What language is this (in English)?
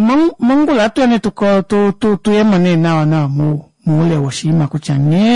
Kuanyama